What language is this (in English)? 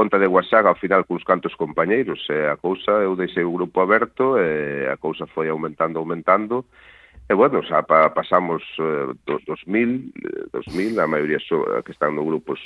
Galician